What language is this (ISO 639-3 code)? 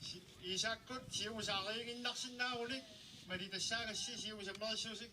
kal